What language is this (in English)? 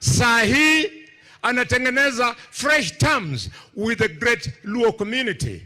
Meru